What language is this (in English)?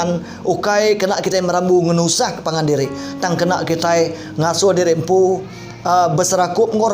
Iban